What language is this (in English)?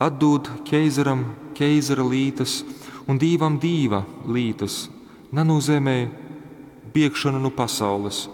Latgalian